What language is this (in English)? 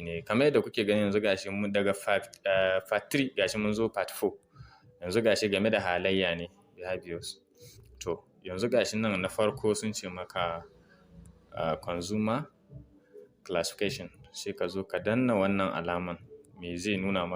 Hausa